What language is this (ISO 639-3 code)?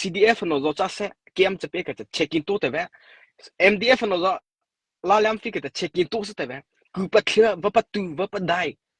mrh